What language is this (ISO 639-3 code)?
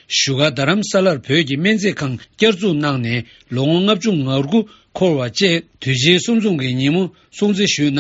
bod